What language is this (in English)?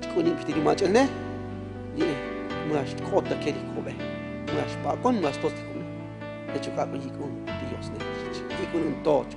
Tzotzil